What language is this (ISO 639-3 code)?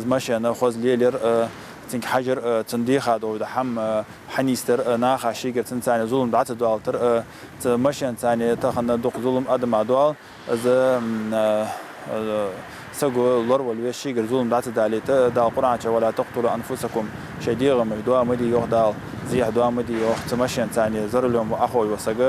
inh